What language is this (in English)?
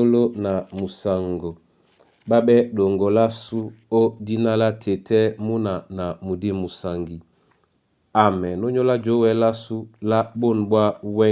Duala